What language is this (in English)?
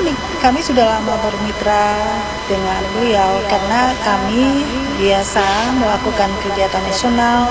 Indonesian